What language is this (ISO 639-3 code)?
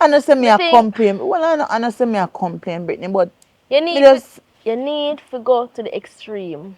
jam